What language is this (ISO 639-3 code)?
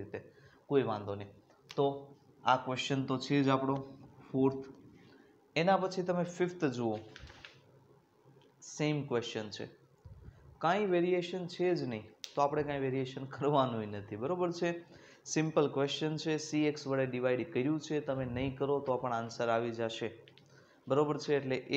guj